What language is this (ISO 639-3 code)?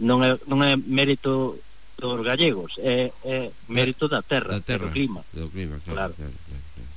glg